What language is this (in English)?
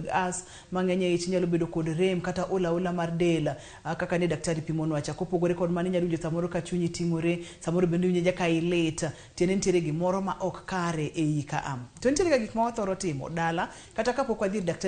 Luo (Kenya and Tanzania)